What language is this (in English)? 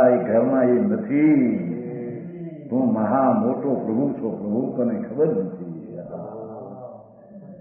Gujarati